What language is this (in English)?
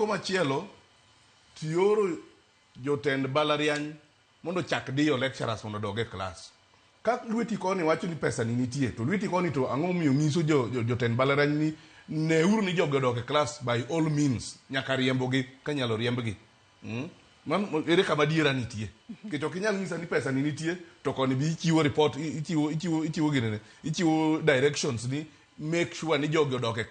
Luo (Kenya and Tanzania)